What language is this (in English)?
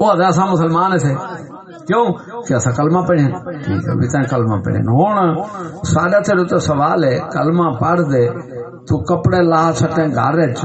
Saraiki